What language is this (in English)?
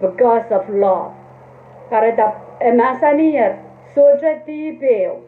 Pohnpeian